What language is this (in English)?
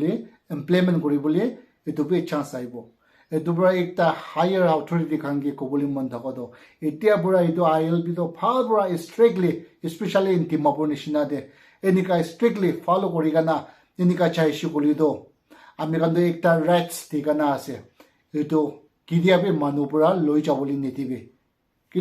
Naga Pidgin